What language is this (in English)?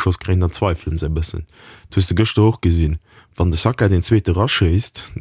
Luxembourgish